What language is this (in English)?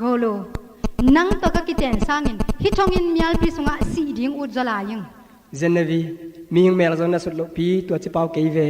Tedim Chin